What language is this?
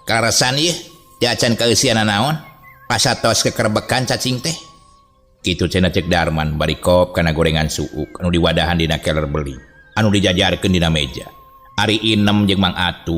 Sundanese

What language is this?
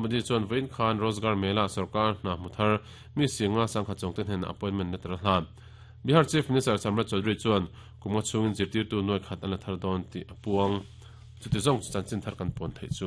Mizo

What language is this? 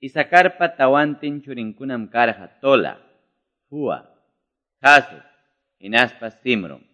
Quechua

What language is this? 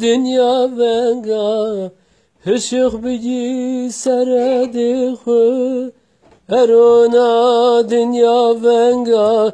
Zaza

